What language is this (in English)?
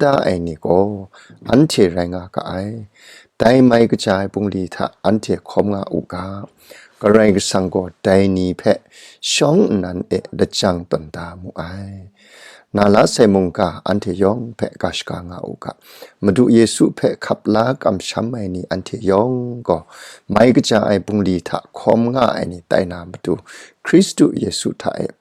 Kachin